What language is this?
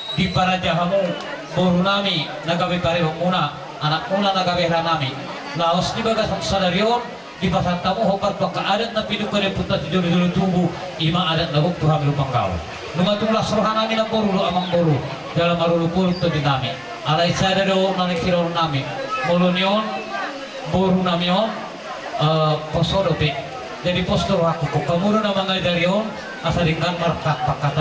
Batak Toba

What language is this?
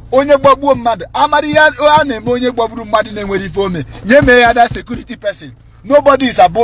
Igbo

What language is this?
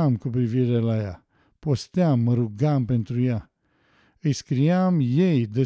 Romanian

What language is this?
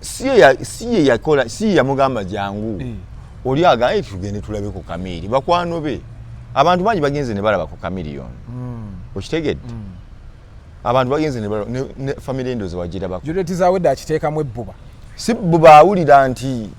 Ganda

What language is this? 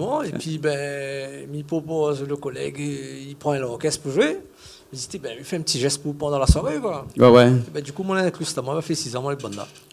Réunion Creole French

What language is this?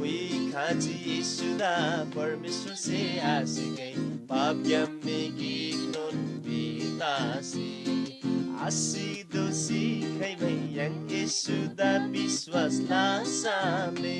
Eastern Tamang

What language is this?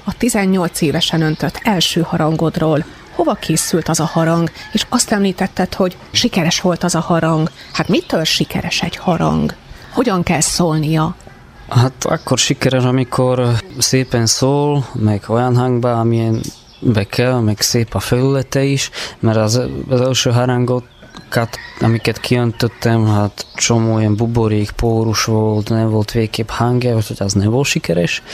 Hungarian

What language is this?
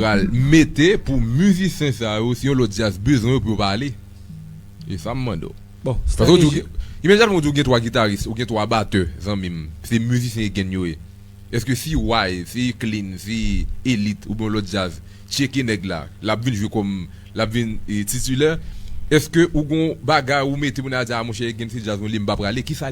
Haitian Creole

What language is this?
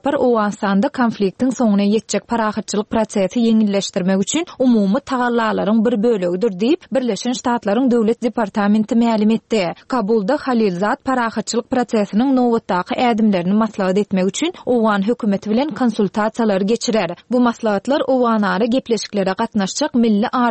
Turkmen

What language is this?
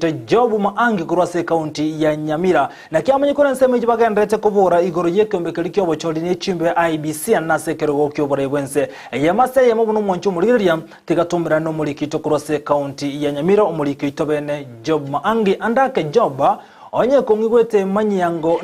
Gusii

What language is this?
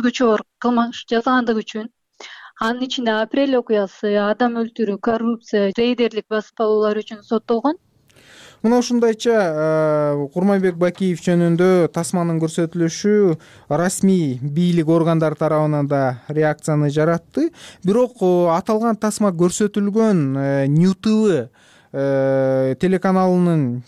Kyrgyz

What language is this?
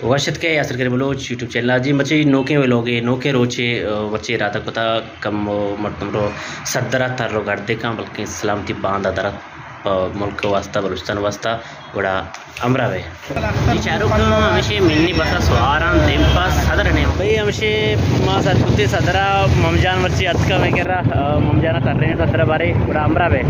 Baluchi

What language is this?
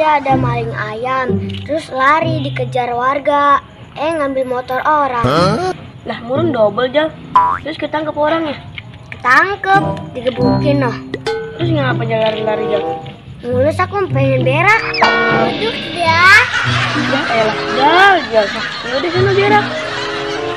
Betawi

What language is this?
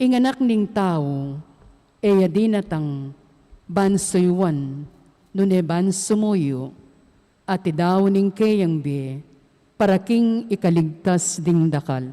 Pampanga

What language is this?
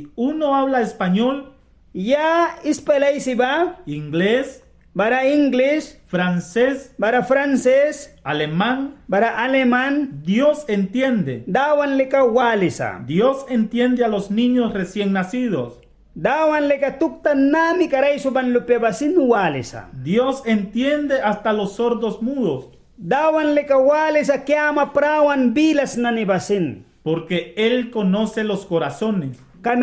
Mískito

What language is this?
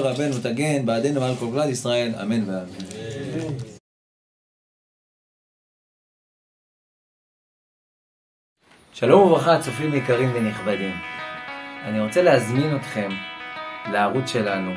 Hebrew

